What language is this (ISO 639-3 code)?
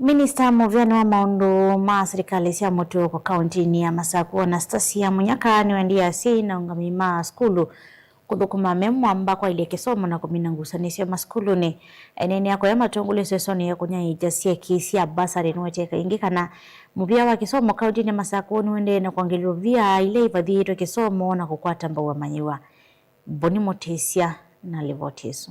kam